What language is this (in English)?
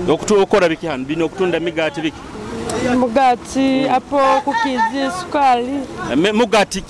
Nyoro